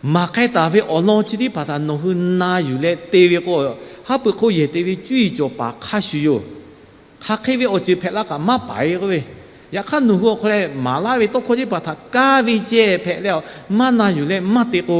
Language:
Lahu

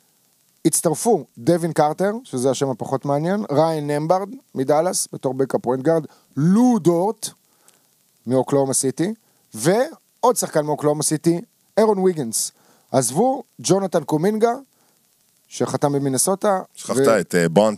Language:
Hebrew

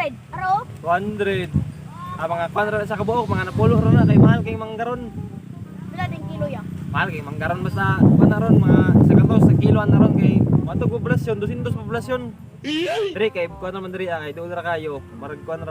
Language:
Cebuano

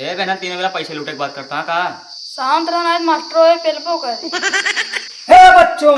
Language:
Awadhi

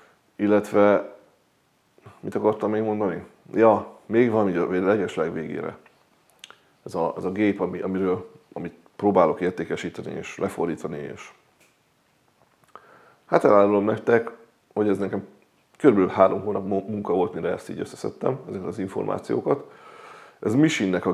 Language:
Hungarian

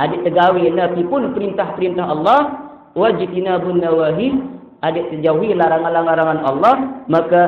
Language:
Sasak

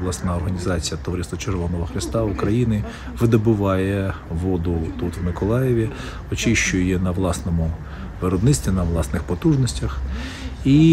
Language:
Ukrainian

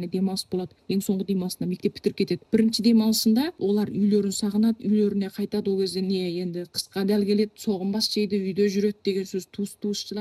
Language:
Kazakh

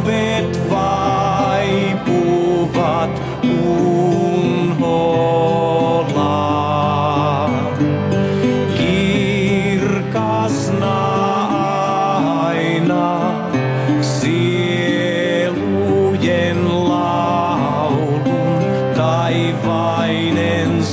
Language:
Finnish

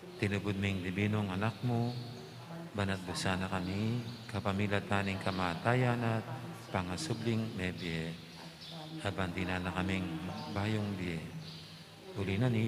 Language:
Pampanga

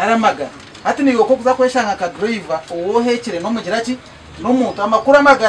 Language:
Nyankole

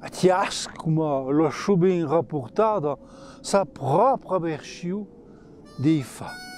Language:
Occitan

